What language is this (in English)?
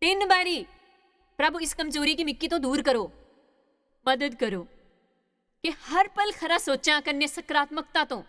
Dogri